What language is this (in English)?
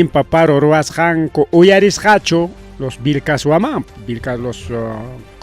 Ayacucho Quechua